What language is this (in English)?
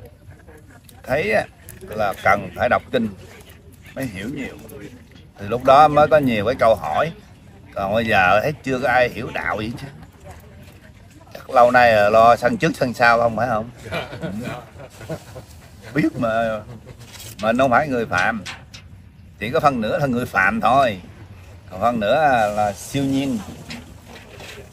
Vietnamese